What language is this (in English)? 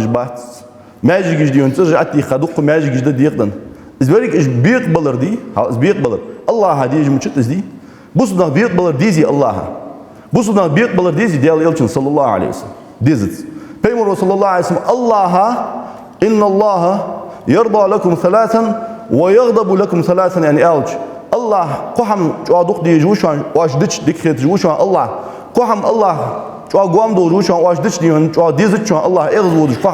Ingush